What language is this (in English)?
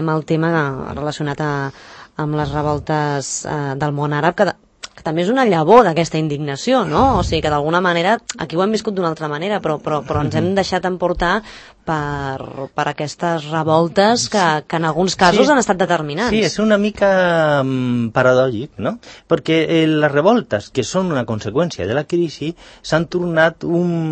Catalan